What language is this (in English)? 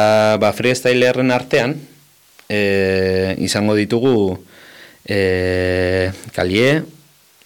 Basque